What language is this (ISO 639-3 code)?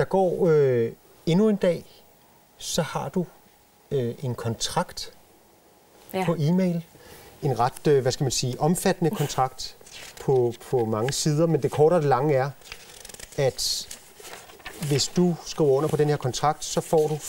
dan